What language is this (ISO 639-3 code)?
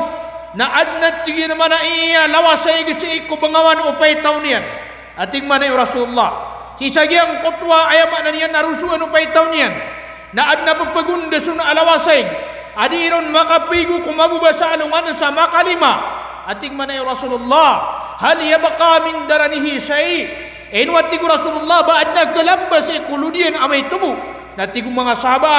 mrw